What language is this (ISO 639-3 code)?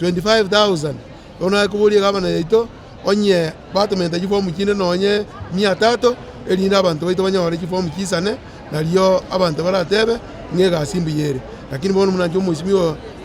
guz